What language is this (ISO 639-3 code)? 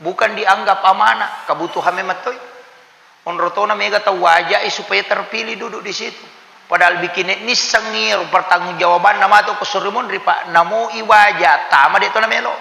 bug